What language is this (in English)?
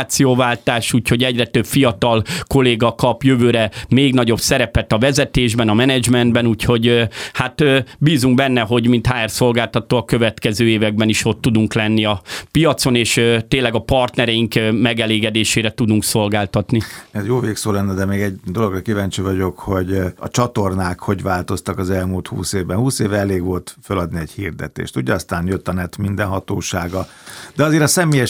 Hungarian